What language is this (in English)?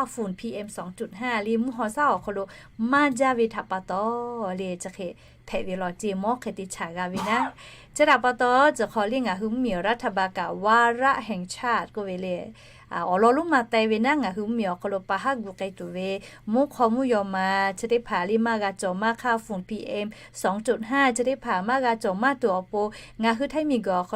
Lahu